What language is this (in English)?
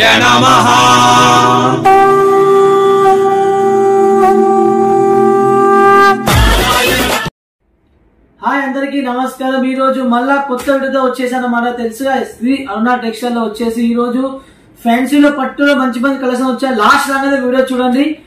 Telugu